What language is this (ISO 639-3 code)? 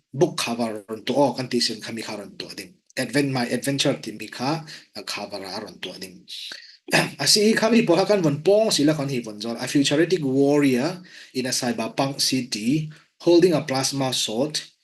cfm